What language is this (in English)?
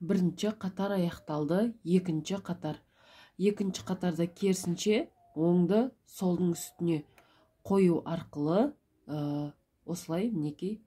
Kazakh